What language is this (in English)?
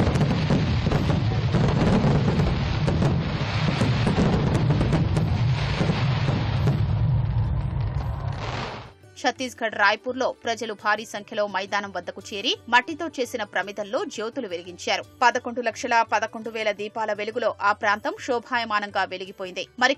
Telugu